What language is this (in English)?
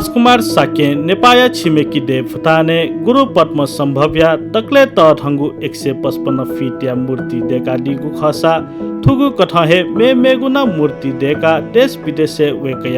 Newari